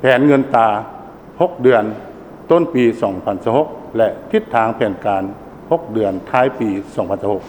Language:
Lao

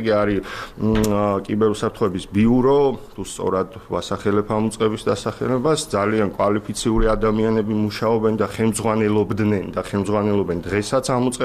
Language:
Georgian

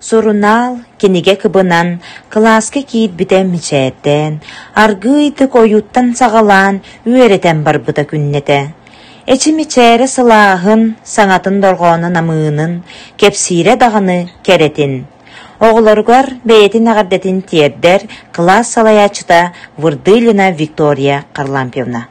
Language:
Yakut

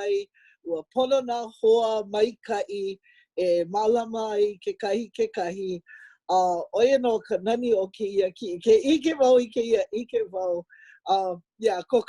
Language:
Hawaiian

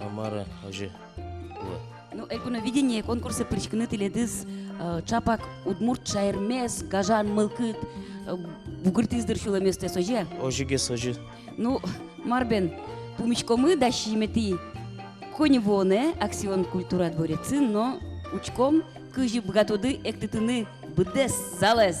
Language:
Udmurt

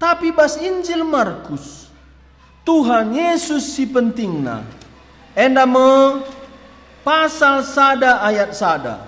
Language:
Batak Karo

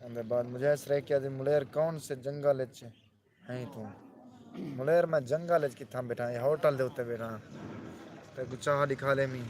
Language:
Saraiki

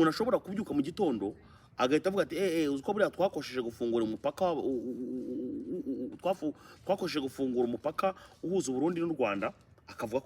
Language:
Kinyarwanda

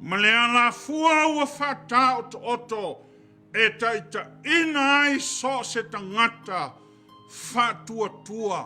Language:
Samoan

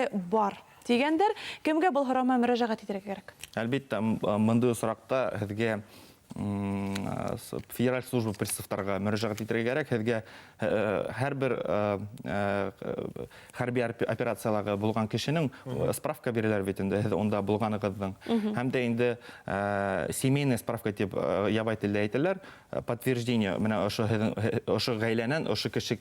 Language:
Bashkir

